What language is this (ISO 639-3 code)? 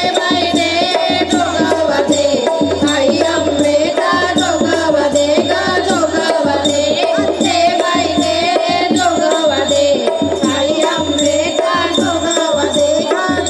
mar